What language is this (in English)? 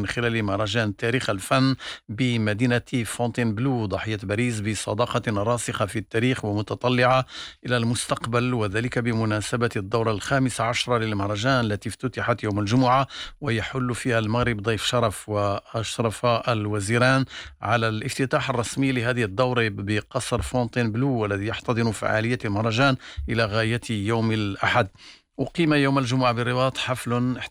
Arabic